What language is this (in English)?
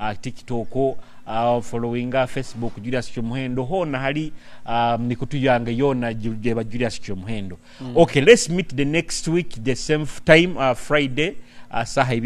Nyoro